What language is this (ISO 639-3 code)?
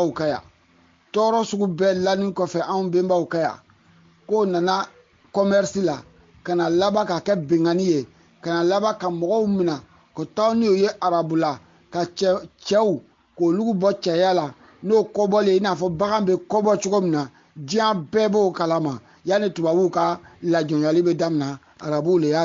bam